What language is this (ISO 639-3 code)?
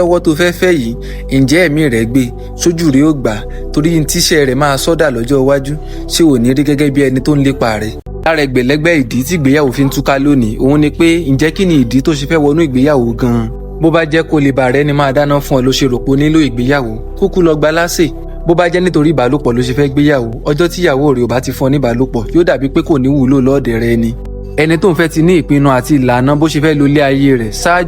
yor